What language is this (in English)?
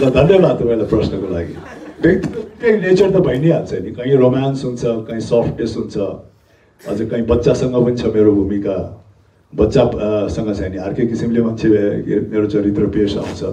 Nepali